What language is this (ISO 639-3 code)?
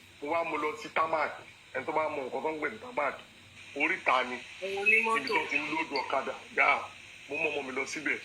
yor